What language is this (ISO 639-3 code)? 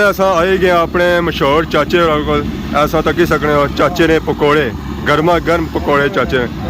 phr